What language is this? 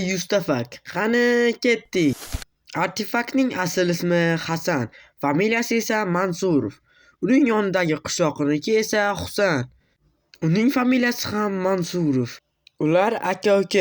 Uzbek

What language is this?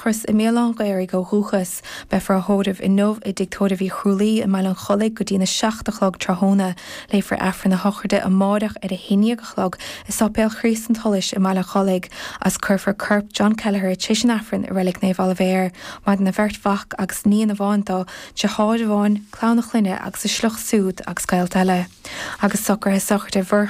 Irish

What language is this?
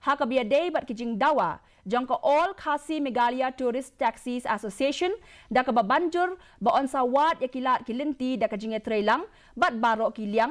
Khasi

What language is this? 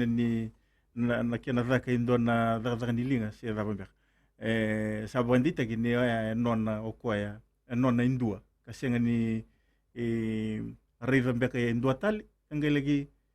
Fijian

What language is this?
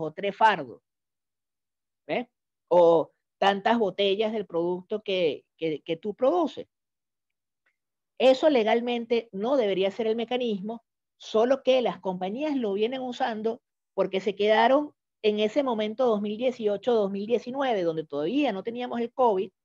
Spanish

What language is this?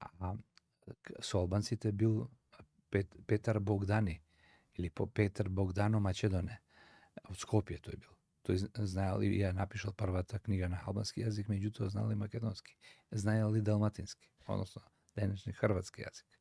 Macedonian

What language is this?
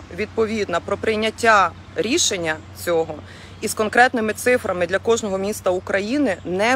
Ukrainian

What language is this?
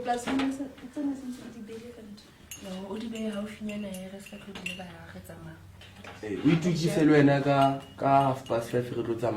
Southern Sotho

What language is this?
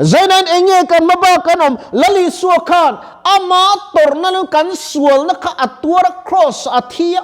Mizo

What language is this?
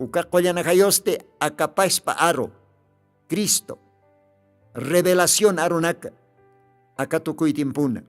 Aymara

